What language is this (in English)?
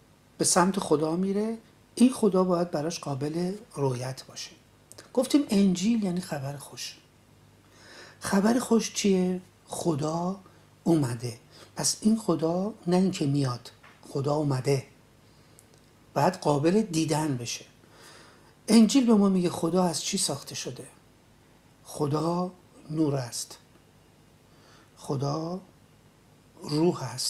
Persian